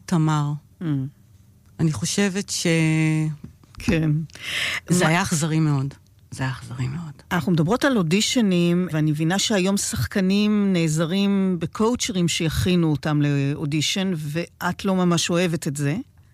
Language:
Hebrew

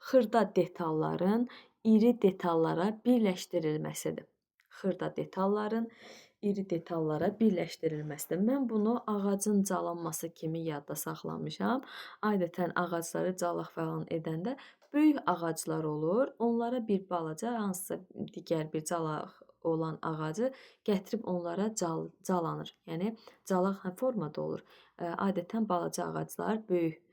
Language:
Azerbaijani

